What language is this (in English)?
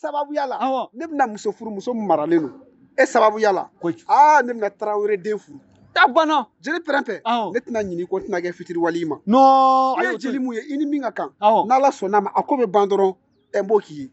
Bambara